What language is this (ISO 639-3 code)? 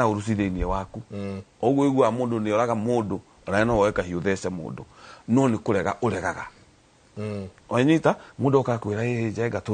kik